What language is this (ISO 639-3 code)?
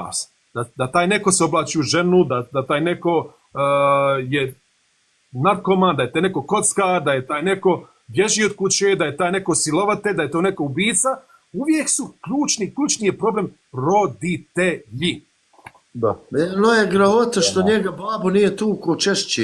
bos